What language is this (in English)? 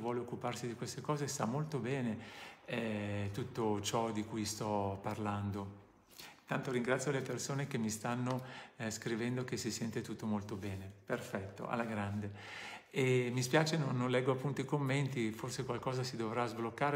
Italian